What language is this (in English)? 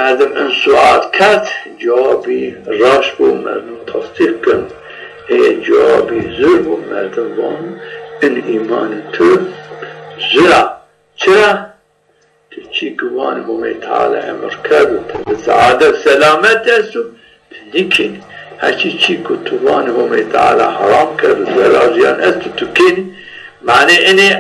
Zaza